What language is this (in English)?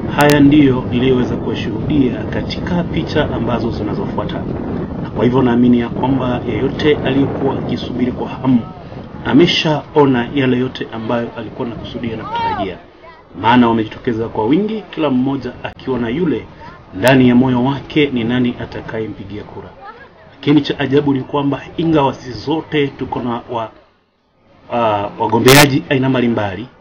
Swahili